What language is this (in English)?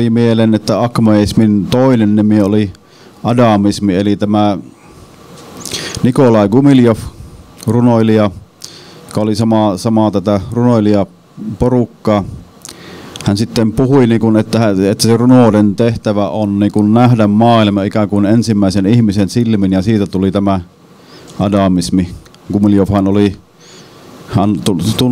Finnish